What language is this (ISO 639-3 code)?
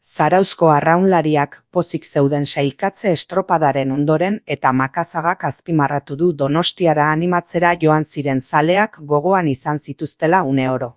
eus